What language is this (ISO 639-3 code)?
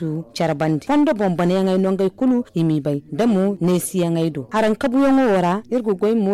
dje